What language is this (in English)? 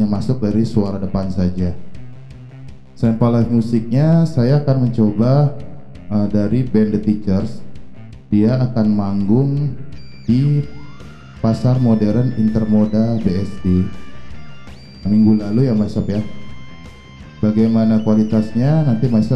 Indonesian